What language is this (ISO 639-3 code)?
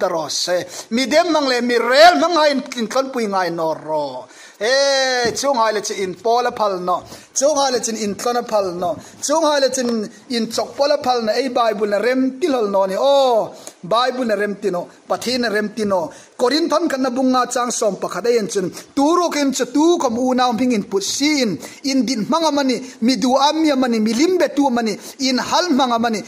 hmr